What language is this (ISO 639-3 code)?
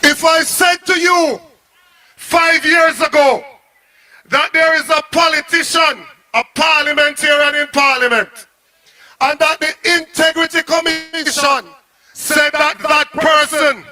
jam